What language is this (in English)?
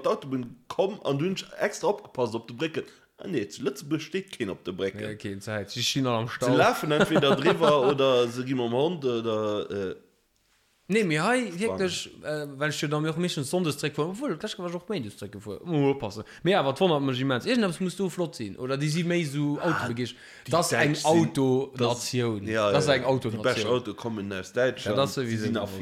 Luxembourgish